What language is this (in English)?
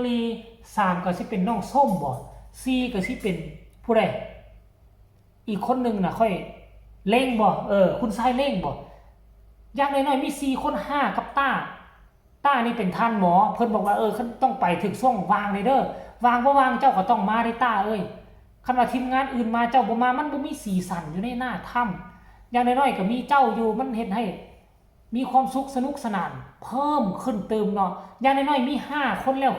Northeastern Thai